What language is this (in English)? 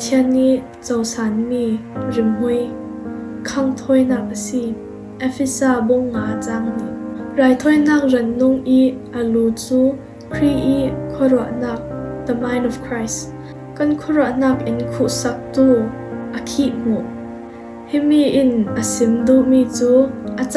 Falam Chin